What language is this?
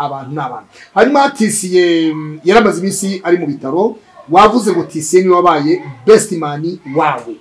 Kinyarwanda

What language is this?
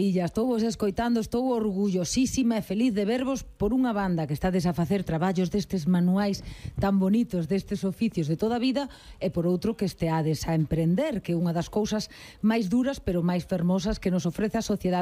Galician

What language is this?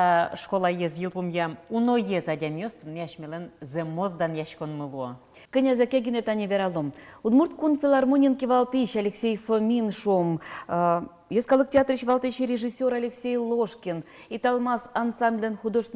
Udmurt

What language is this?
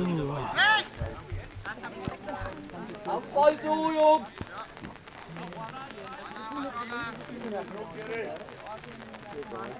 German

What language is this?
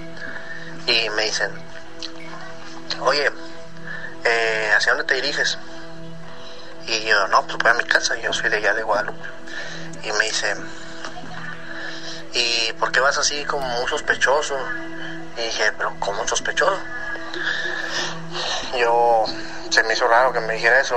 Spanish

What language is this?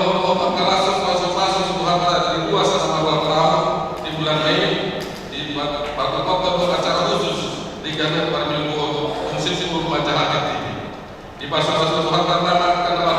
Batak Toba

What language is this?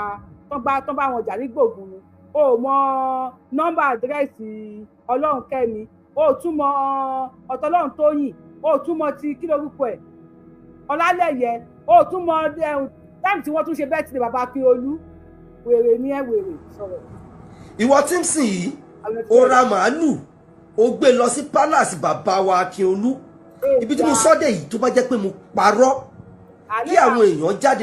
Yoruba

